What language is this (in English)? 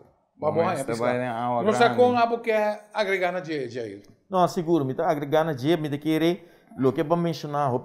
Papiamento